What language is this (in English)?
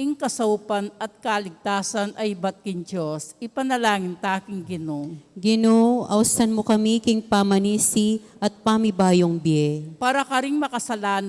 Pampanga